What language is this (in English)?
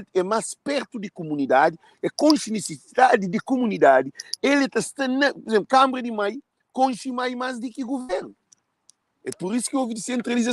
Kabuverdianu